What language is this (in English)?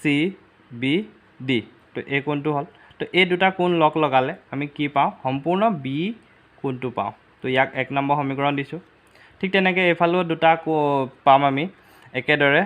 Assamese